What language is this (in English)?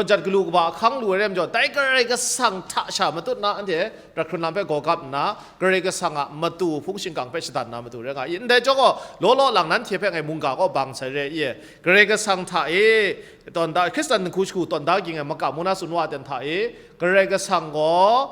Kachin